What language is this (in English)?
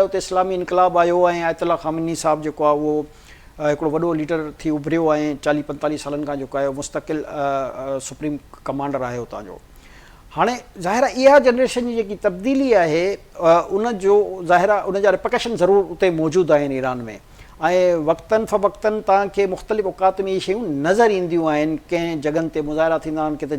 Sindhi